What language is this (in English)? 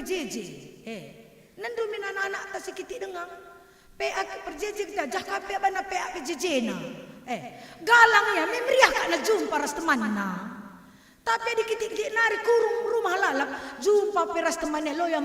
Batak Karo